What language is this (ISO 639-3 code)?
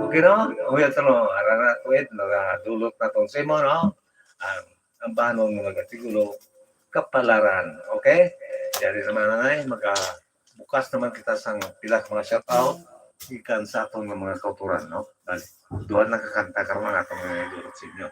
hil